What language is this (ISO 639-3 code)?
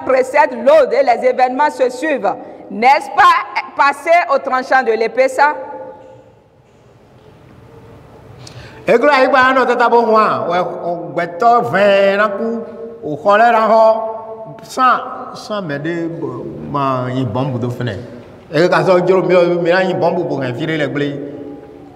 fra